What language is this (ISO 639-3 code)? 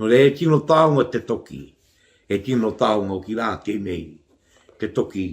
mri